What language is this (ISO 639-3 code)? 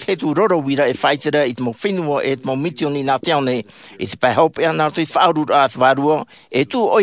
tah